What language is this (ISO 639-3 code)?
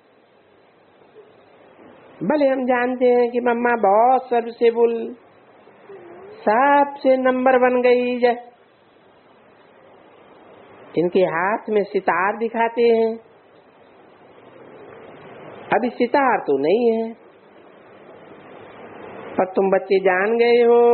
hin